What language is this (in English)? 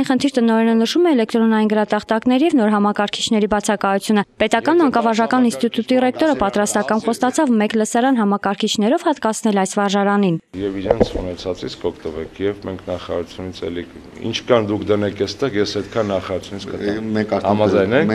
Armenian